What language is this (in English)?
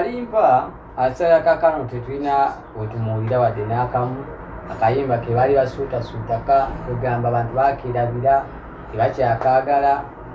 Ganda